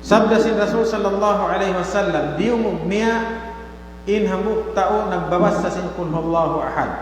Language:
Tausug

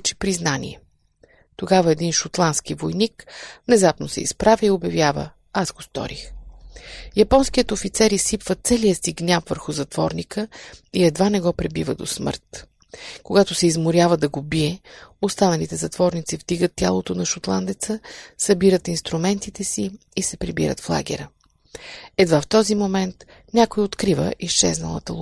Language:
Bulgarian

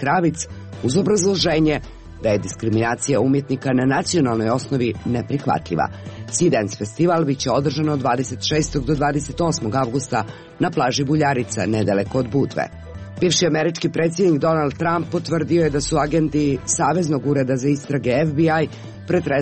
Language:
Serbian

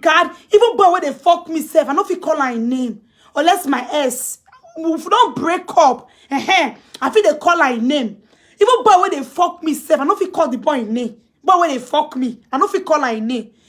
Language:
Nigerian Pidgin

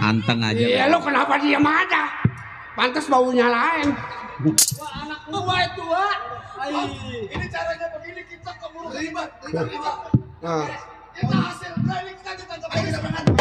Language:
Betawi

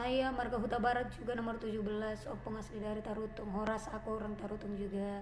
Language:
Batak Toba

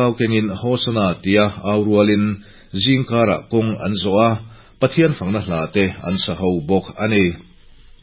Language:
Mizo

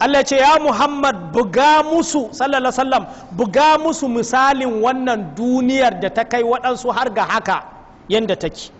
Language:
Hausa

